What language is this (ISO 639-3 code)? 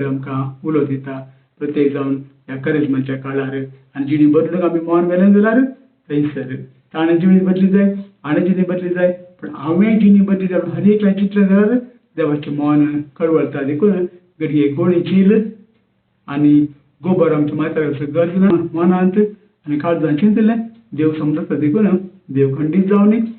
kok